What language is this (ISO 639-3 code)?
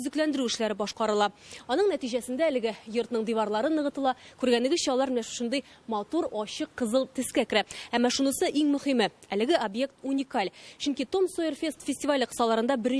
tat